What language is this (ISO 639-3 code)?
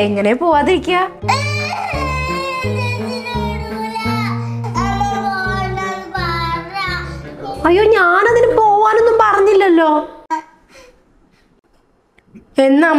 mal